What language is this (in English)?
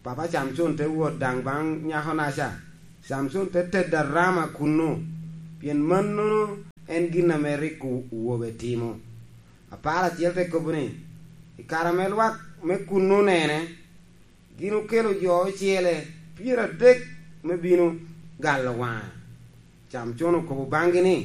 Lango (Uganda)